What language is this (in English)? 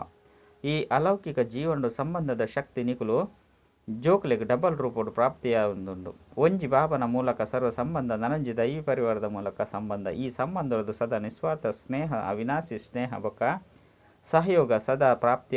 Tulu